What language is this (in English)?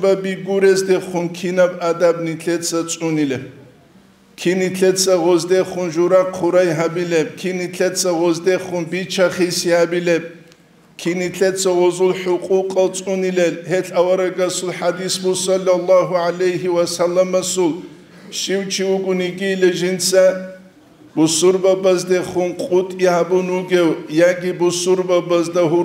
Avaric